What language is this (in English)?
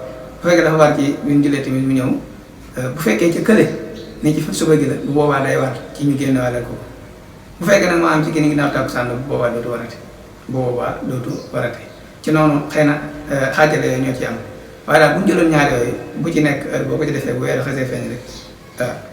Wolof